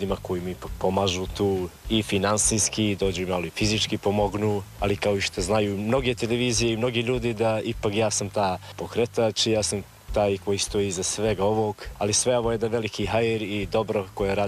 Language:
Serbian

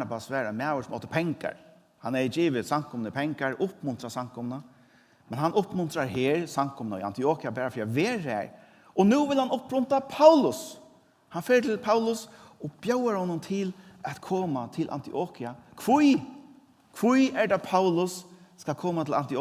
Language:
Faroese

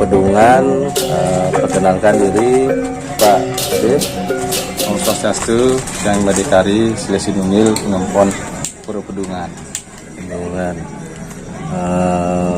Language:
Balinese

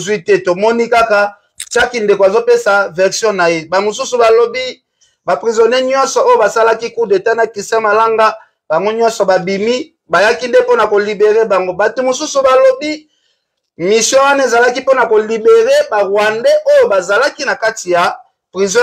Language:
Lingala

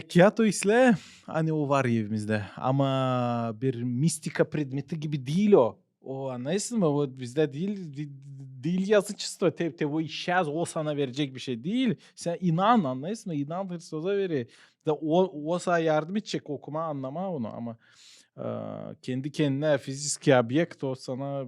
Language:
Gagauz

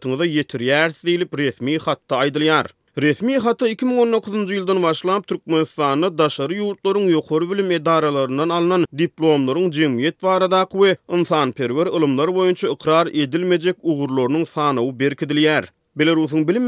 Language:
Turkmen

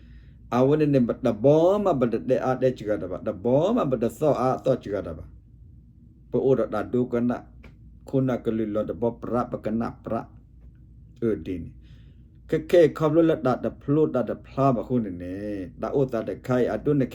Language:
S'gaw Karen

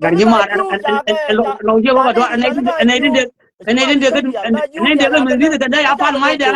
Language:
Nuer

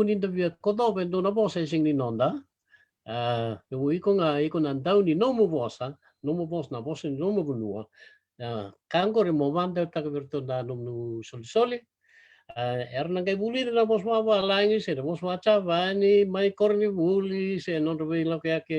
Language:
Fijian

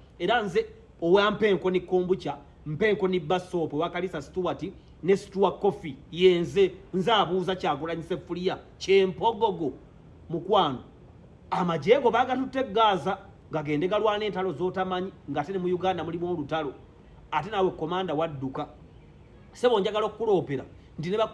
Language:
Ganda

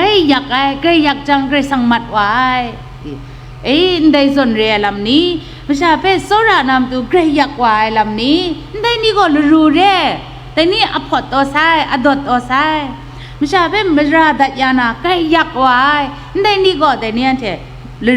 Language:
Kachin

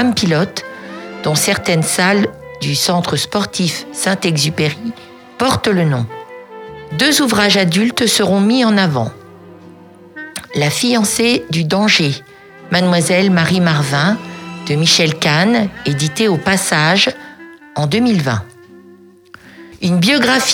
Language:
French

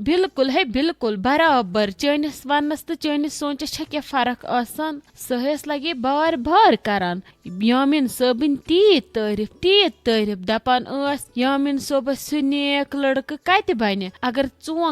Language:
Kashmiri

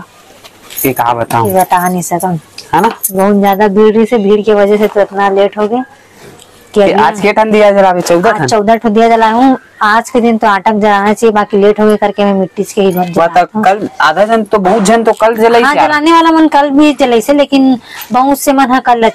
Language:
Chhattisgarhi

